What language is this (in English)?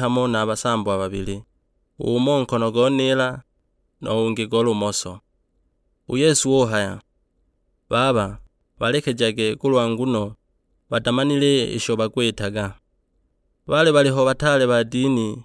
Sukuma